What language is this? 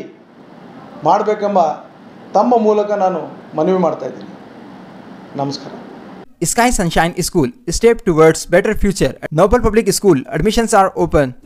Kannada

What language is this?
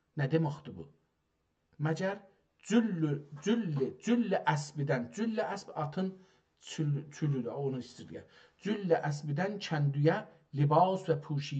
South Azerbaijani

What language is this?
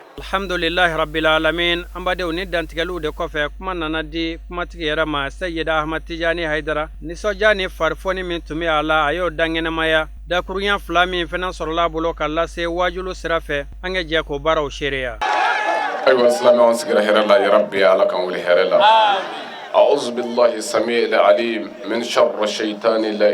Bambara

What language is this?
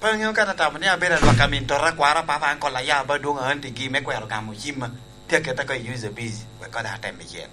Lango (Uganda)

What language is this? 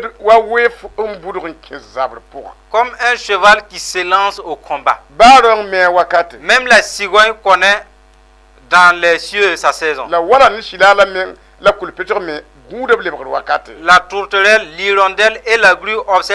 Mossi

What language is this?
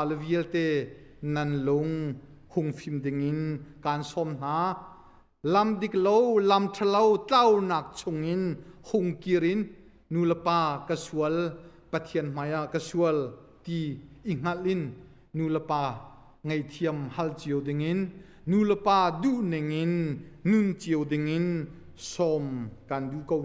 Hakha Chin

